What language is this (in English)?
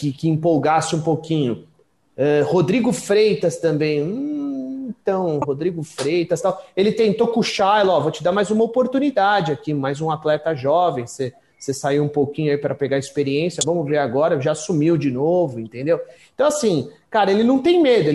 Portuguese